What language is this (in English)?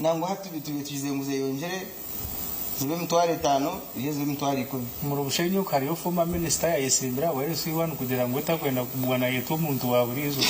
Nyankole